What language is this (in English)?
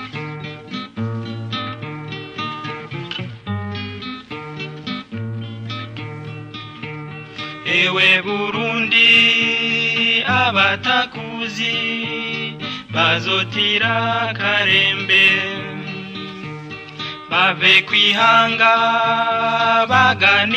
Rundi